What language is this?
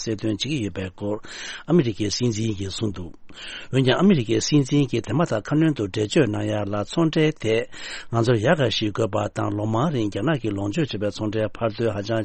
Tibetan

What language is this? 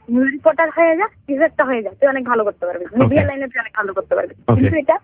Bangla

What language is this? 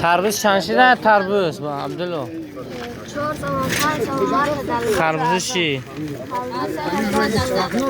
Tajik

